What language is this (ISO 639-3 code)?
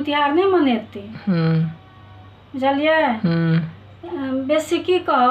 mai